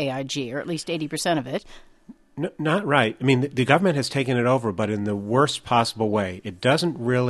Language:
English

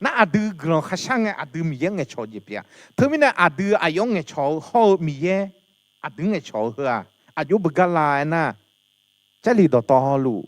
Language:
Akha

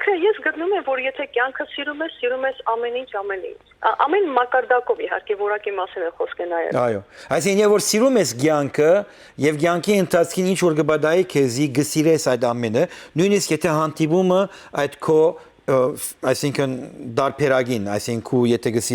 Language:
Western Armenian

